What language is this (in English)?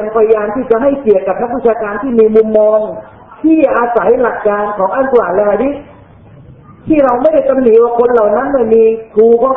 Thai